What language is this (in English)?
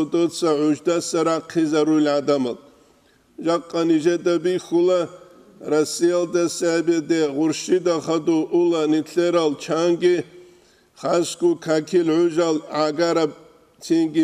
Avaric